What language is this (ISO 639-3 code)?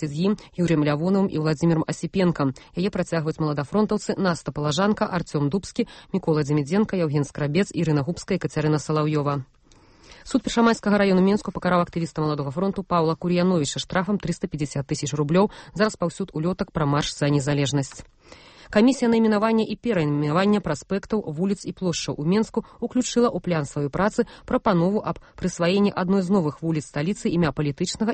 bel